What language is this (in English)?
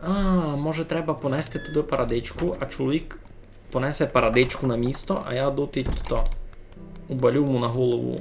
Rusyn